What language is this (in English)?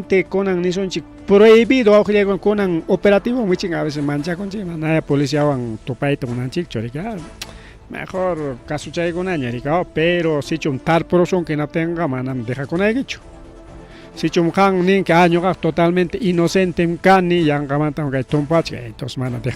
Ayacucho Quechua